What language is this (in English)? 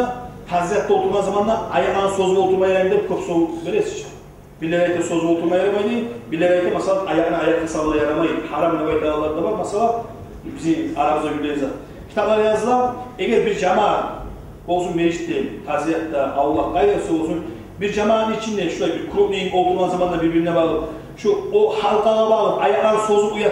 Kumyk